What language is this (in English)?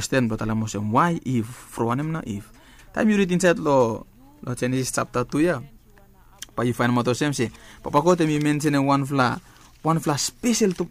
Bislama